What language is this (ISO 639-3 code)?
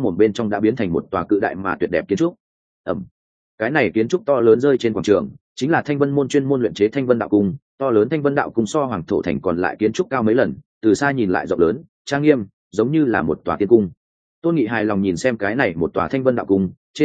vie